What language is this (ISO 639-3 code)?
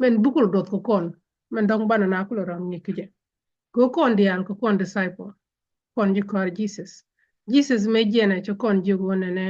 nus